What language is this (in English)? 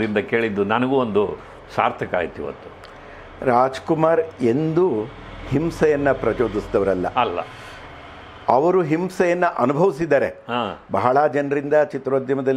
Kannada